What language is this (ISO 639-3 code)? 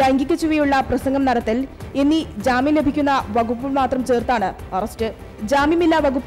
mal